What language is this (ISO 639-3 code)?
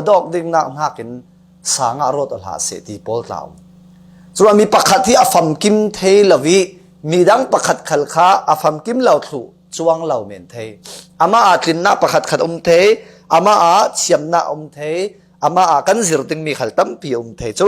cfm